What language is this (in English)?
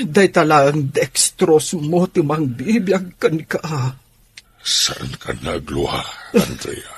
Iloko